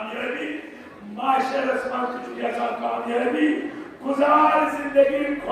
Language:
Kashmiri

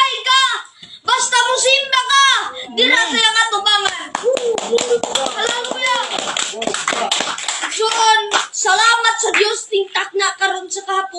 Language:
Cebuano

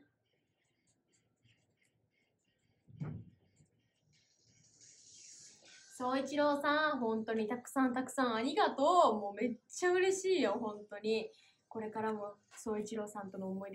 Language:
Japanese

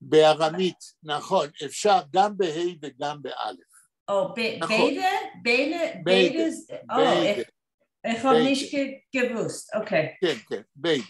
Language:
Yiddish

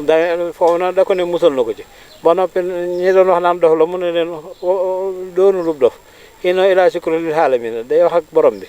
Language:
Wolof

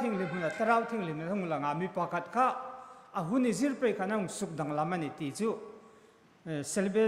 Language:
Hmar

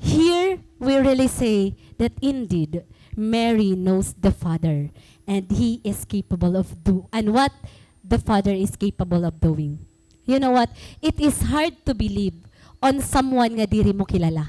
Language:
Waray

